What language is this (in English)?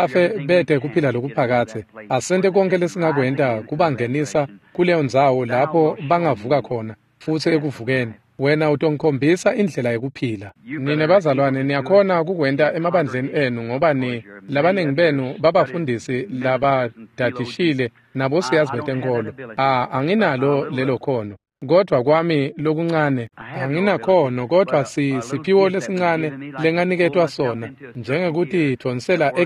Swati